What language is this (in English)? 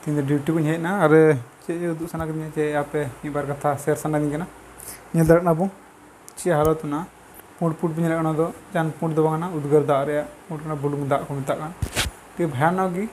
Santali